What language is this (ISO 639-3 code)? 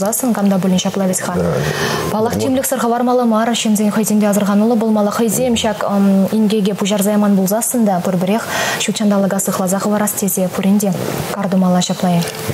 chv